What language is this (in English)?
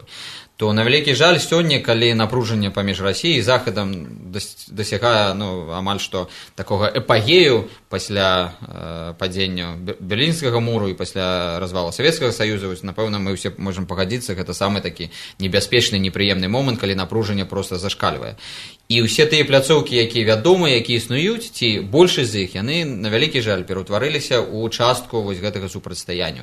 Belarusian